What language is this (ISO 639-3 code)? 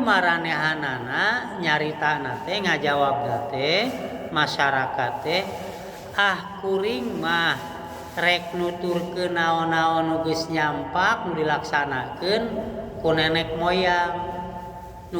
sun